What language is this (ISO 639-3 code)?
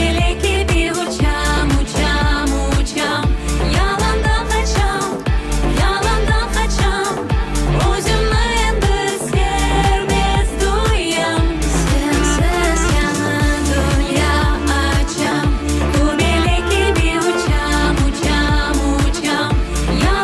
crh